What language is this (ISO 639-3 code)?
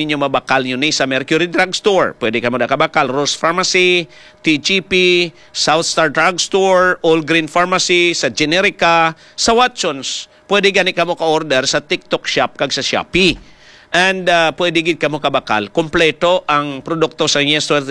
hil